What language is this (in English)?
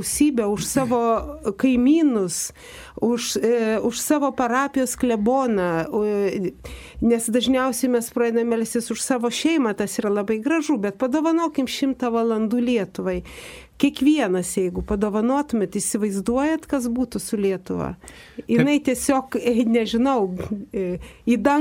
Lithuanian